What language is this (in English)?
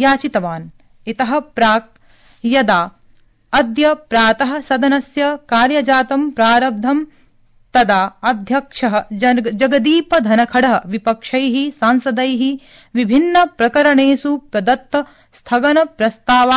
Sanskrit